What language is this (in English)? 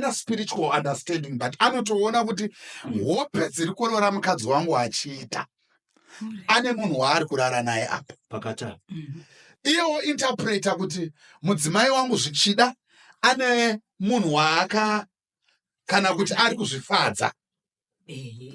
Shona